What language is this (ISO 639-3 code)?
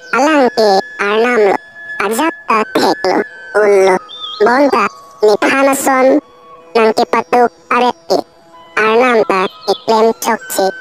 mjw